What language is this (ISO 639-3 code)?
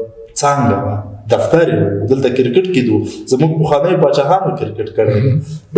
pus